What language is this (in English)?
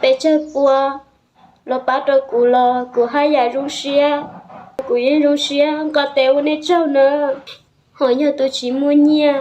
Hmong